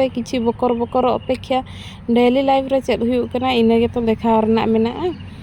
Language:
Santali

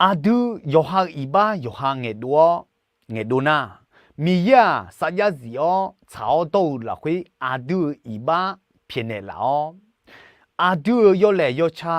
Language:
Akha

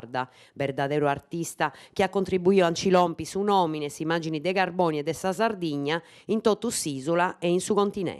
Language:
Sardinian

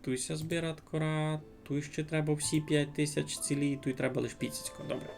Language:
Rusyn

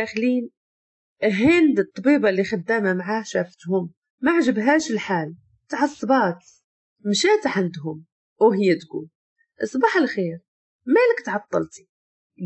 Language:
Moroccan Arabic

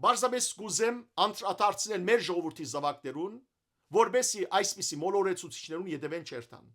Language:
Western Armenian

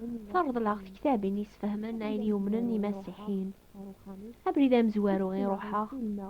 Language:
Kabyle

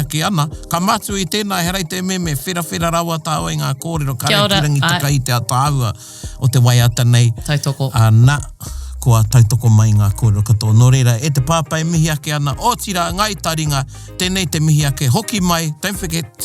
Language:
Māori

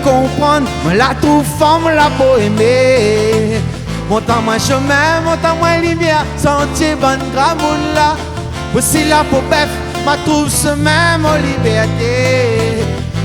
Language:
Réunion Creole French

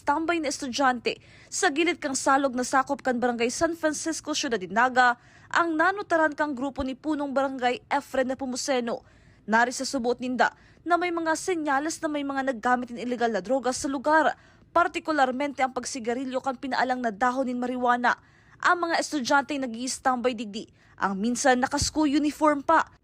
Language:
Bikol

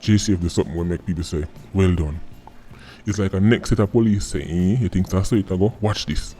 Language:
Jamaican Creole English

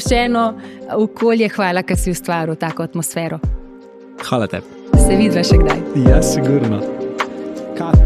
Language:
Slovenian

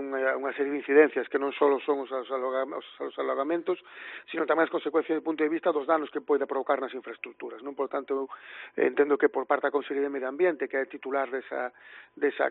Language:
Galician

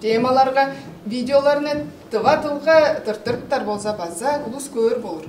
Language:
Tuvinian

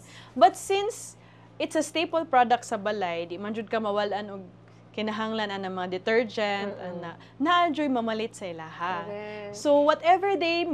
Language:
Cebuano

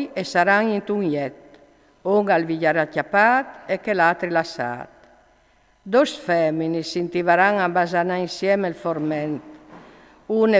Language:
Friulian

